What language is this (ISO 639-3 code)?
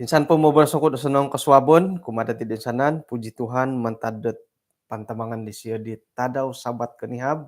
dtp